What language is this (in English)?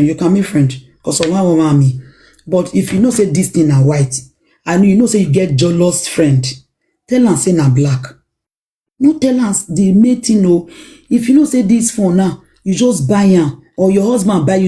Nigerian Pidgin